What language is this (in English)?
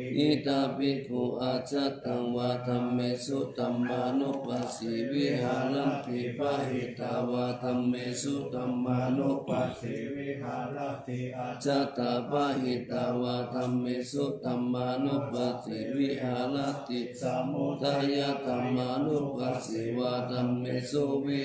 Pali